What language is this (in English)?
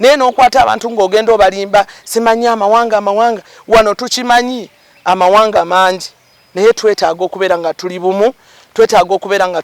Ganda